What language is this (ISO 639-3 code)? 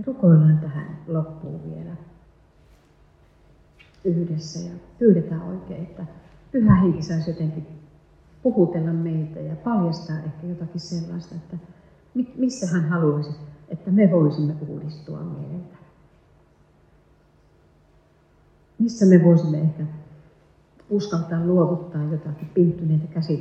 fin